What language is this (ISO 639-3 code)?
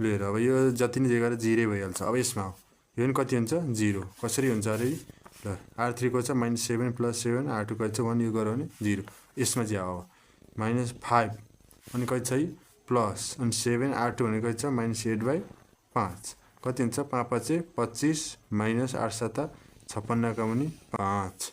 nep